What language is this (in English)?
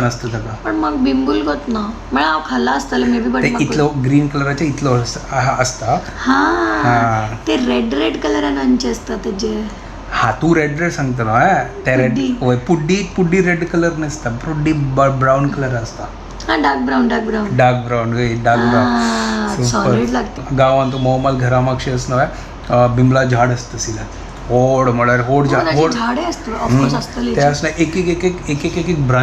Konkani